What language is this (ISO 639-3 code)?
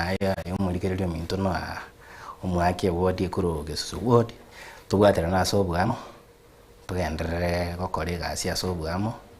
guz